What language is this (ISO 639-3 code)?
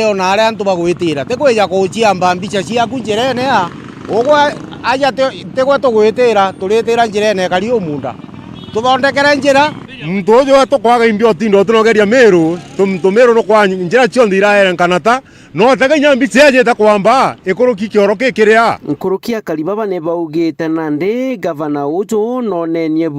mer